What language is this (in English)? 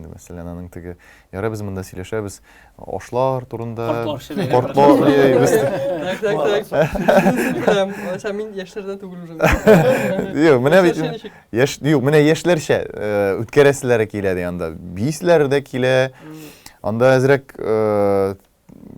Tatar